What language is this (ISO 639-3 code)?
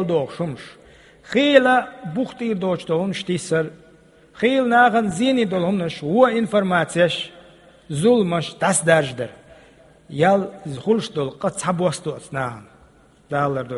che